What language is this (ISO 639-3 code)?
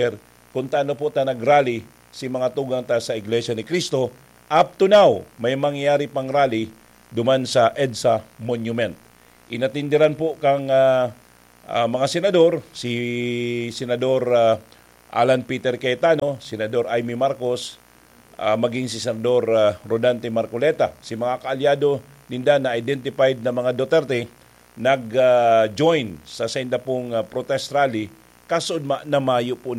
bik